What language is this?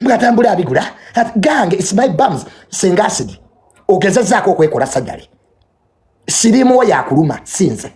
Ganda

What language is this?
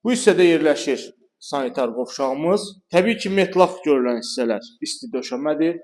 Azerbaijani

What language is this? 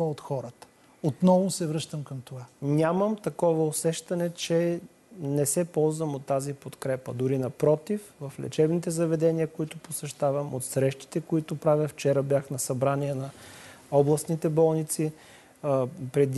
Bulgarian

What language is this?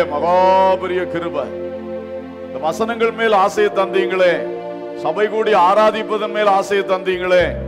Tamil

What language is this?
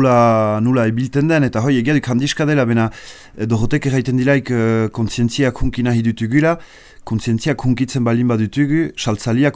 Basque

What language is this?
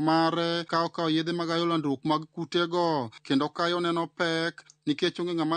Luo (Kenya and Tanzania)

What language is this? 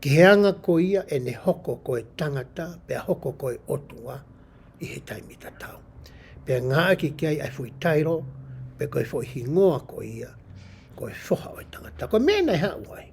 Tongan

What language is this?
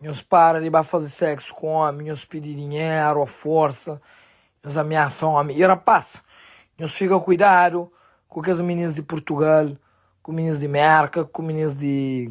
Kabuverdianu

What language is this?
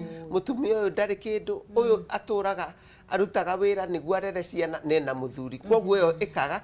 Kikuyu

